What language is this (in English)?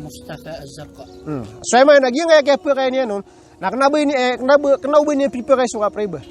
Maranao